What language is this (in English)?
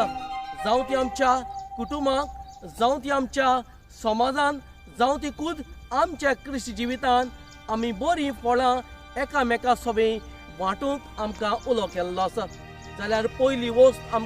Konkani